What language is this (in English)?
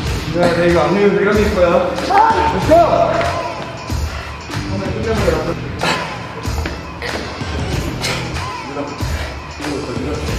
Korean